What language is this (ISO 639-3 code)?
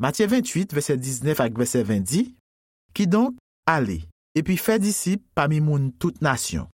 hat